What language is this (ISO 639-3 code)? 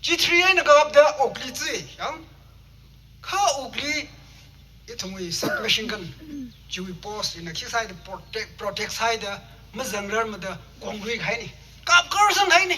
nmf